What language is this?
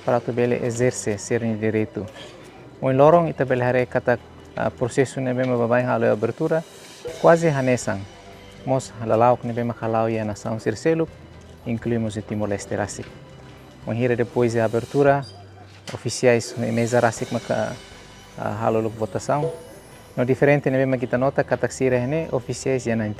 Tetum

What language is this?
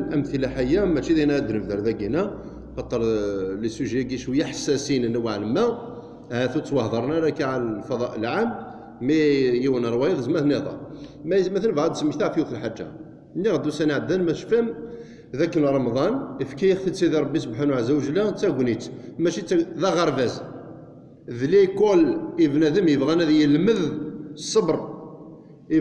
Kabyle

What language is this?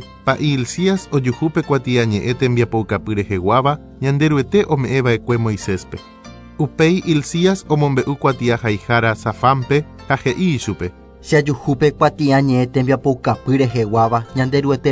Guarani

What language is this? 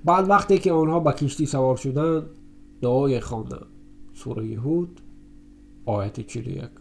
Tajik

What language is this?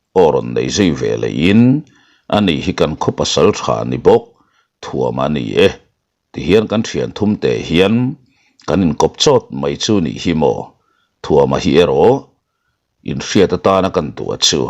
Mizo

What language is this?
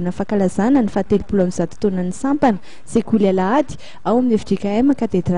Malagasy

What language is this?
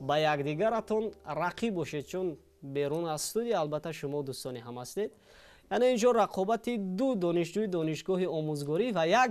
Tajik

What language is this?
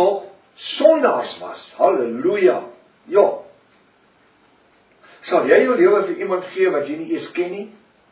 Afrikaans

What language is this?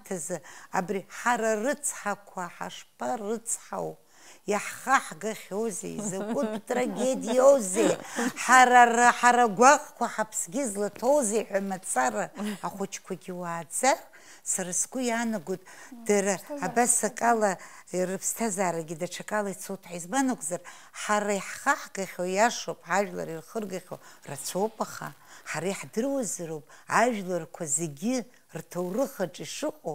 Abkhazian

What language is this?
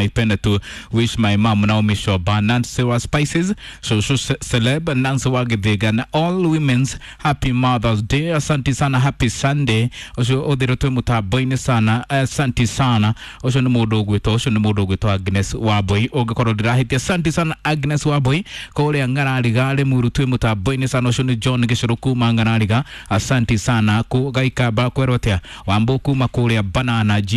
Kikuyu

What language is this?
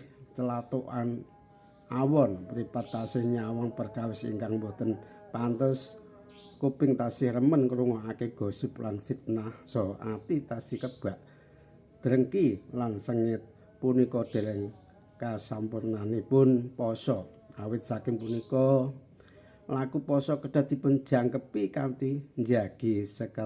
Javanese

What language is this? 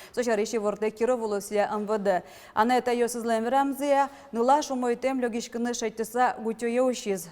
Udmurt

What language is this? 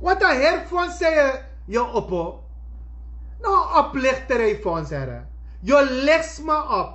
Sranan Tongo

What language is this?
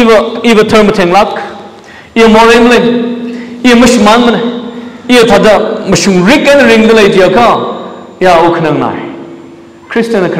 Tangkhul Naga (India)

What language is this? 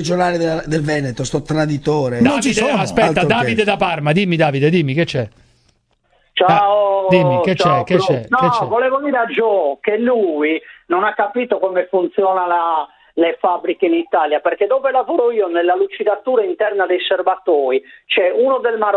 Italian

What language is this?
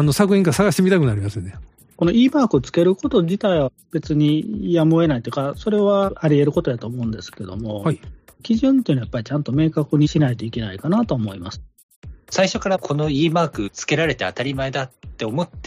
Japanese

